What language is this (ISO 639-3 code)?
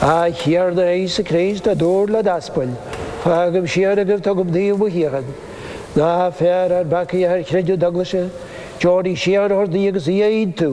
gle